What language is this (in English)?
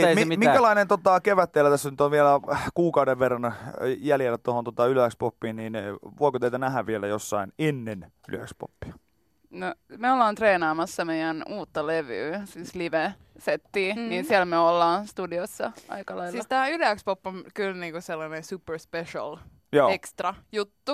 Finnish